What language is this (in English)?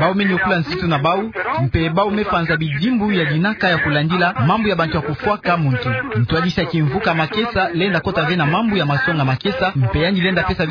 Kituba (Democratic Republic of Congo)